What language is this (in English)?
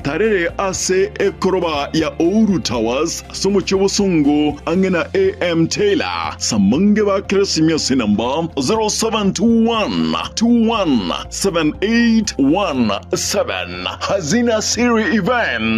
Gusii